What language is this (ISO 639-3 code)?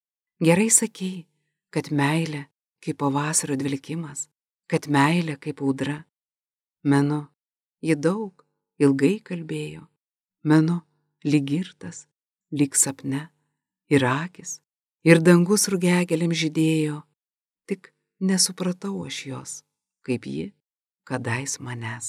lit